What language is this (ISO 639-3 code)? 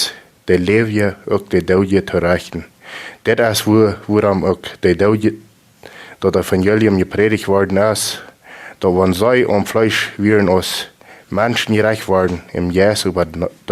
pdt